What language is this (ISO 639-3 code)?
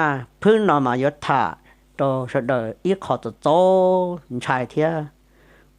hmn